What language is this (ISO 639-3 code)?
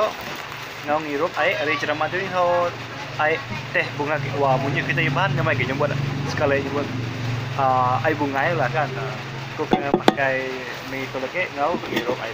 iba